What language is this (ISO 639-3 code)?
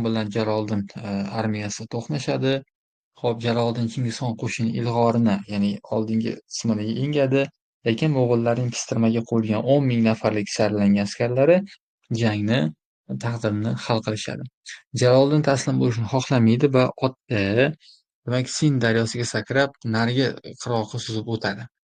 uzb